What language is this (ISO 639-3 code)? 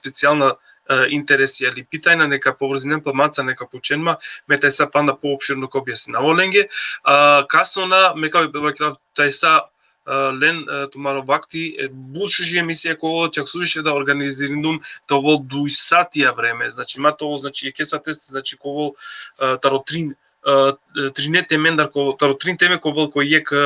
rmn